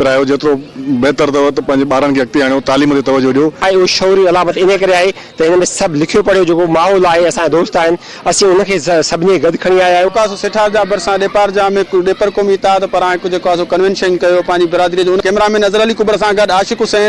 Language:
Sindhi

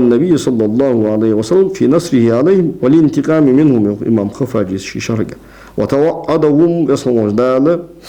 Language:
Ingush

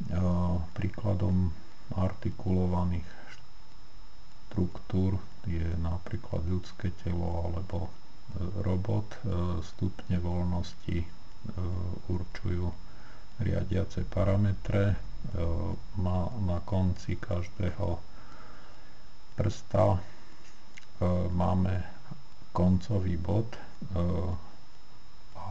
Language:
Slovak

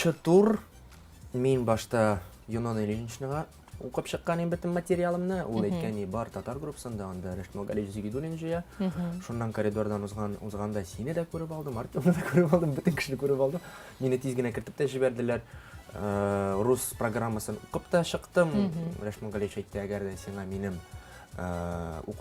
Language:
Tatar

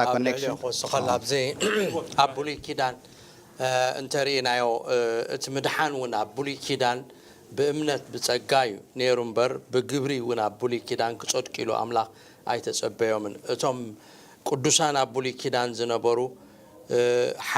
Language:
Tigrinya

